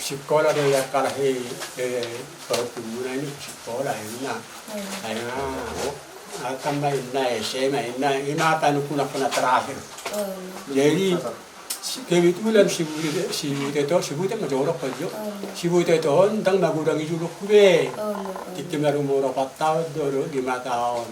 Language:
Batak Toba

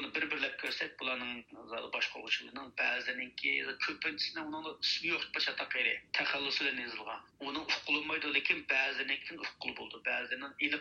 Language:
Uyghur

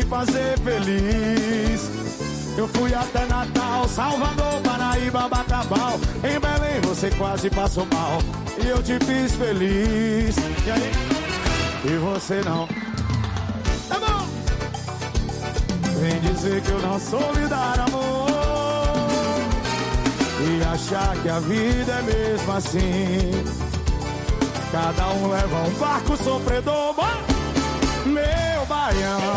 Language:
Portuguese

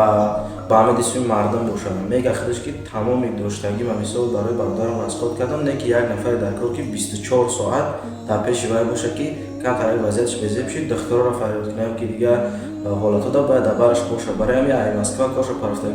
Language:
Tajik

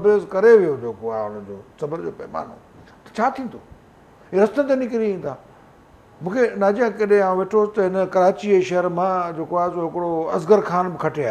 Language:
Sindhi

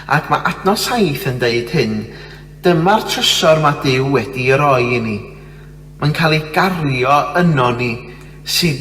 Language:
Welsh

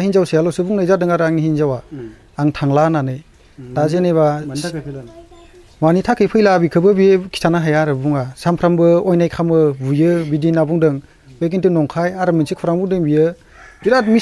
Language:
Bodo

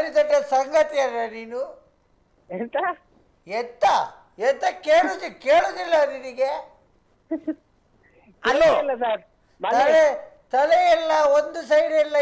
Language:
Kannada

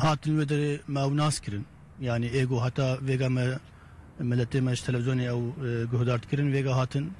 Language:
Kurdish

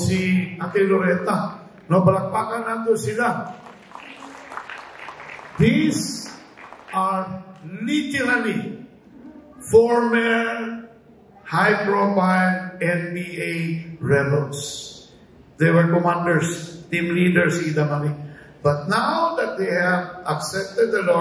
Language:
Cebuano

